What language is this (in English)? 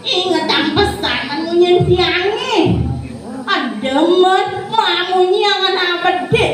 Balinese